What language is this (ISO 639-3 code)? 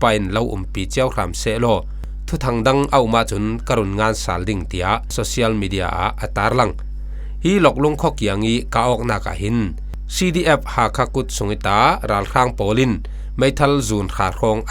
cfm